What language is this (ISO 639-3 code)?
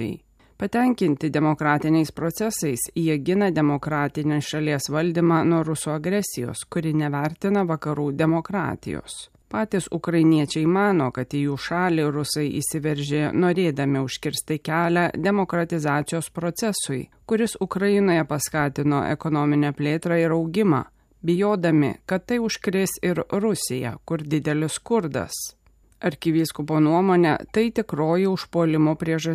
lit